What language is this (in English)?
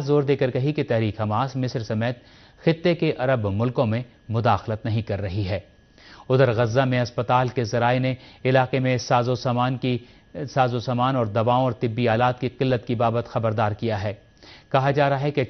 Urdu